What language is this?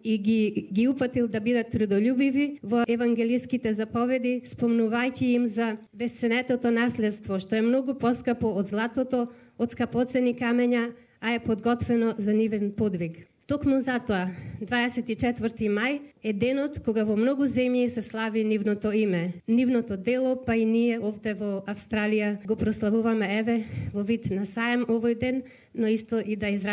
Macedonian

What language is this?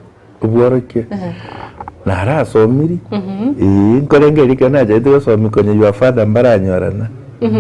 Gusii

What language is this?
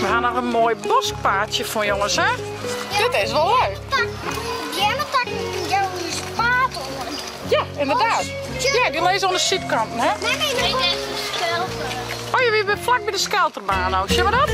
Western Frisian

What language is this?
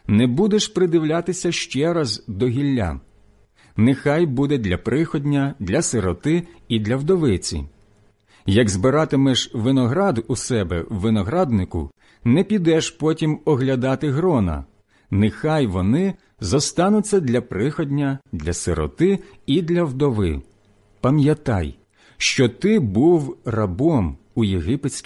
Ukrainian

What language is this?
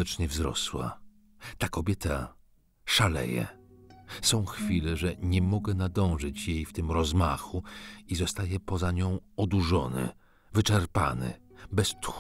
Polish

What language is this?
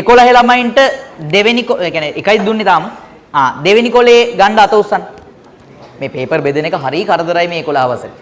Sinhala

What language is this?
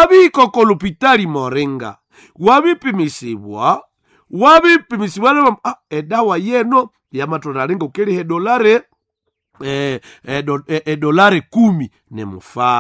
Nande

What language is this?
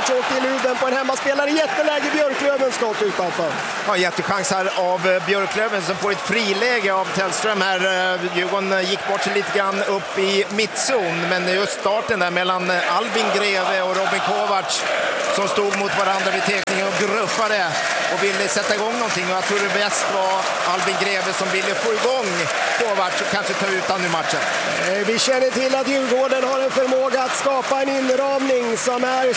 Swedish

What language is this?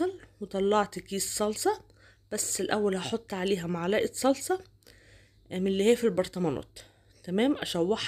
Egyptian Arabic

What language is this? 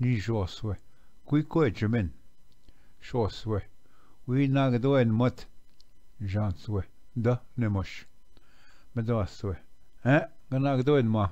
Ojibwa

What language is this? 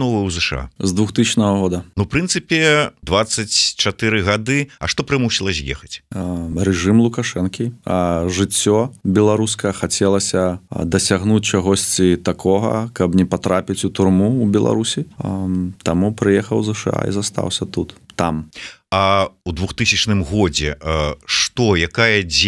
Belarusian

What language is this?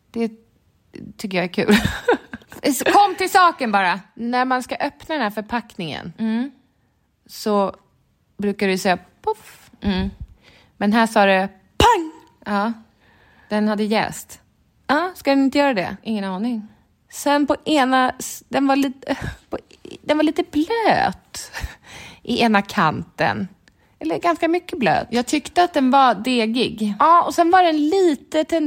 Swedish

